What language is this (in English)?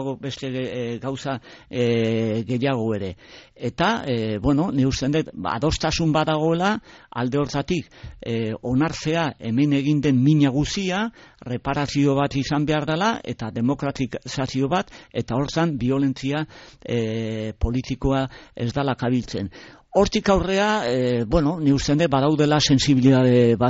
Basque